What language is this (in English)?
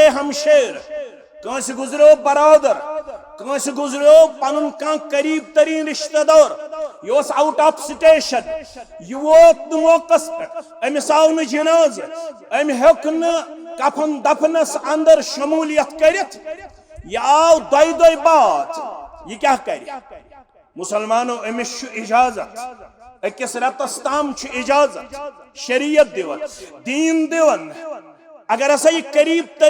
Kashmiri